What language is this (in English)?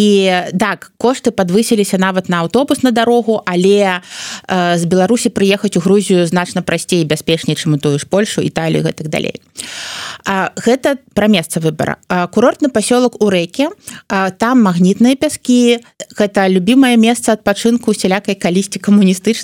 Belarusian